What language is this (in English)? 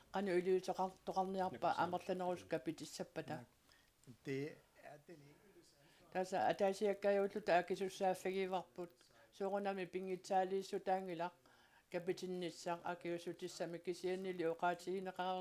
Kalaallisut